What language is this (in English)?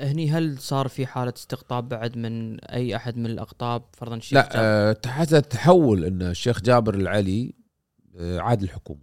Gulf Arabic